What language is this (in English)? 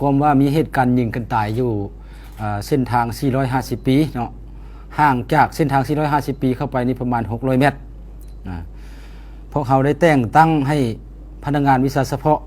Lao